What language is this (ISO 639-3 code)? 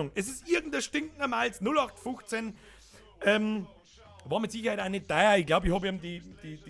bar